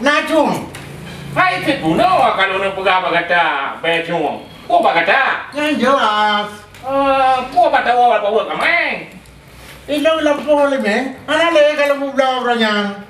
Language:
Achinese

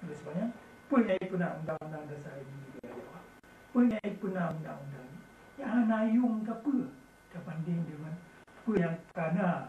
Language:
Achinese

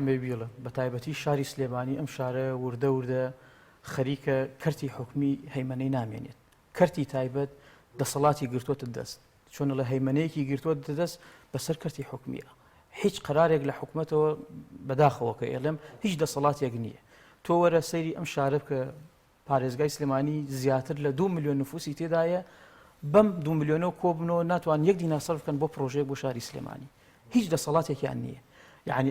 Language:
Central Kurdish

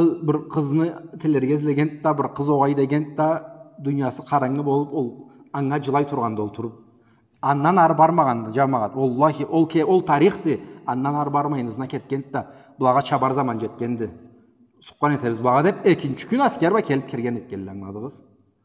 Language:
Karachay-Balkar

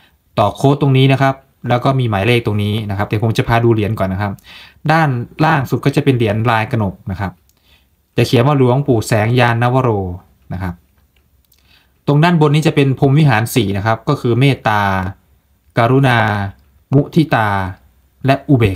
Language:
Thai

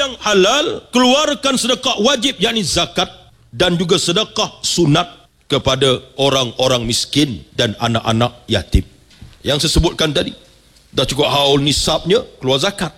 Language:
Malay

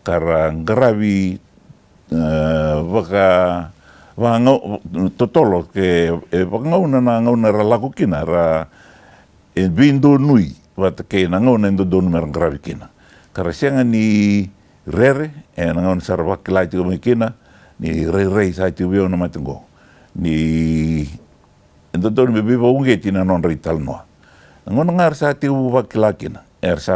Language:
Fijian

